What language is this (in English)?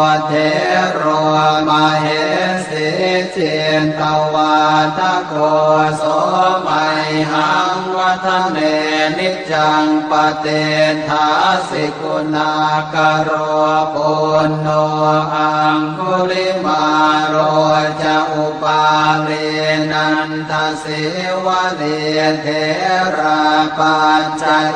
Pali